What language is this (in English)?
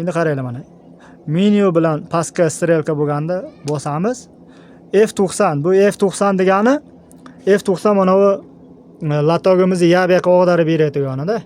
Uzbek